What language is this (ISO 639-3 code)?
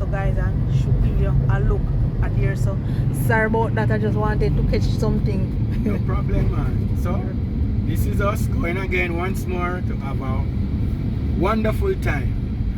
jam